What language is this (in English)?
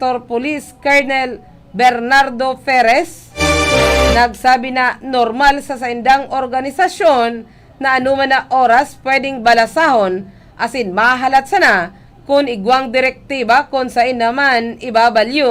Bikol